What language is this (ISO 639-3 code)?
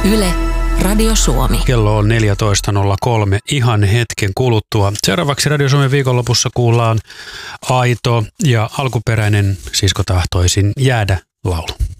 fin